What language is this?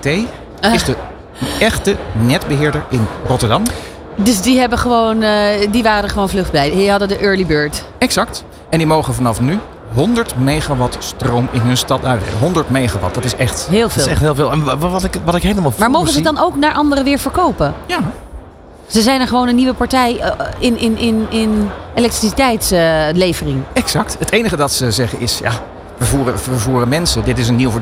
Dutch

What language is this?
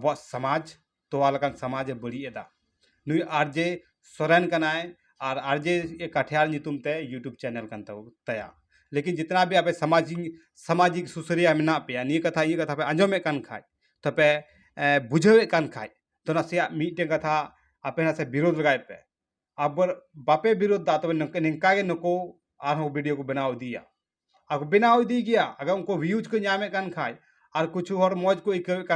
Santali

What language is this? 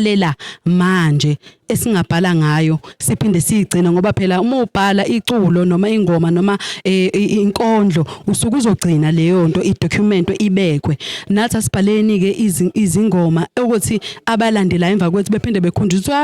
Zulu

